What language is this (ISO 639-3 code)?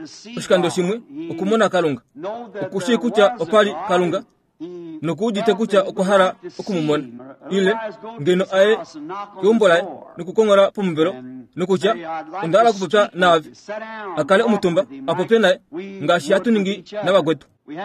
kua